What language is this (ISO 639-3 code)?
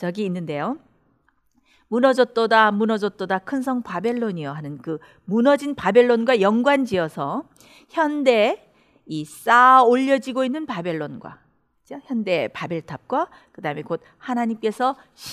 kor